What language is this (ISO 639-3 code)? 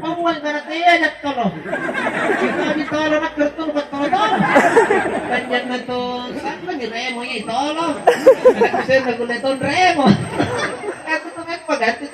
mak